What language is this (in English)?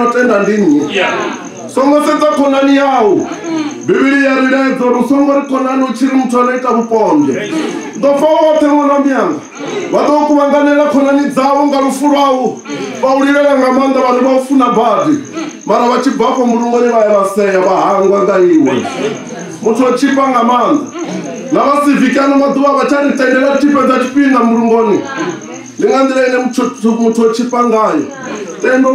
Venda